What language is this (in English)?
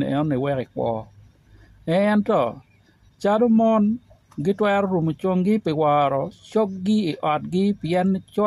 Acoli